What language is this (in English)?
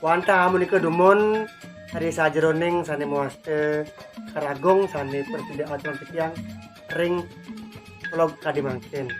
Balinese